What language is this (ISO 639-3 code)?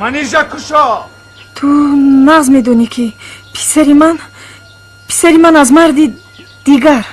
tgk